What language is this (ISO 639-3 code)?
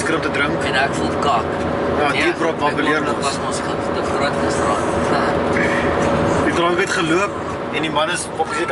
afr